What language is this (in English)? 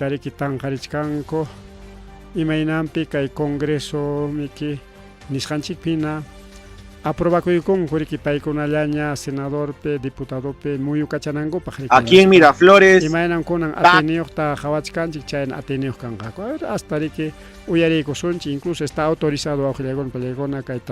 Ayacucho Quechua